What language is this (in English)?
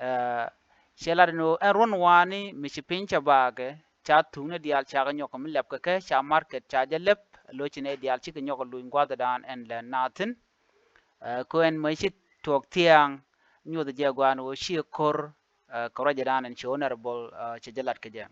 Nuer